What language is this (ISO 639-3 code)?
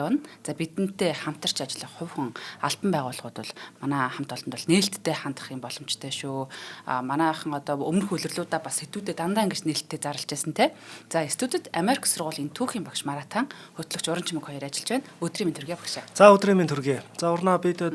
mon